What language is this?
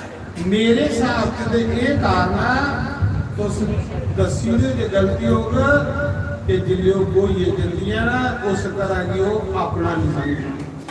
Dogri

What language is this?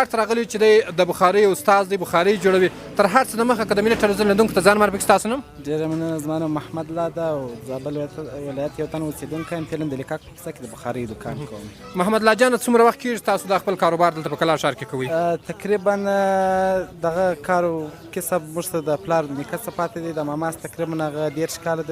Pashto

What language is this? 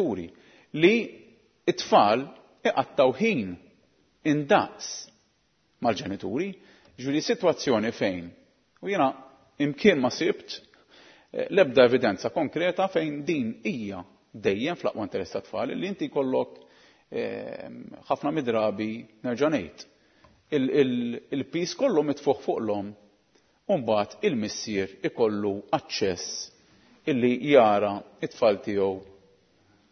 Maltese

